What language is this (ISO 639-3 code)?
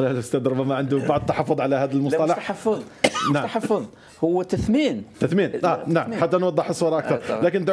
ara